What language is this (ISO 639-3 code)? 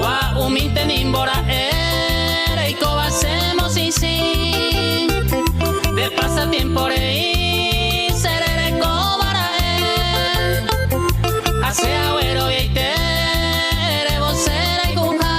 grn